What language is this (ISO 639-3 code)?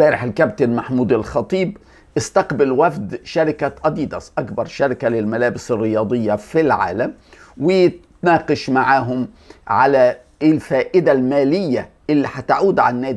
arz